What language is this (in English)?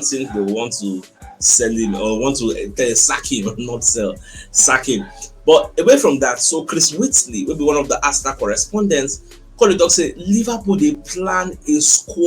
Nigerian Pidgin